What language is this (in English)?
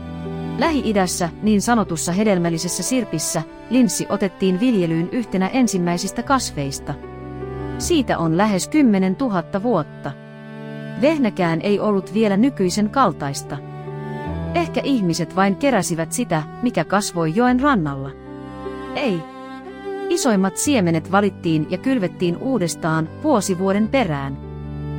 Finnish